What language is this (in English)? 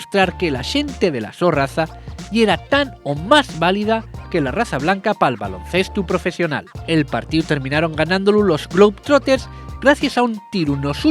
Asturian